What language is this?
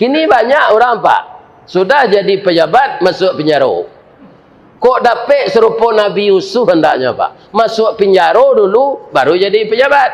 Minangkabau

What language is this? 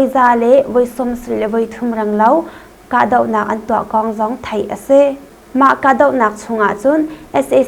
Hakha Chin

